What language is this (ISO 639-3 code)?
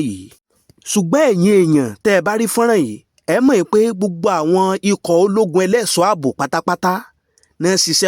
yor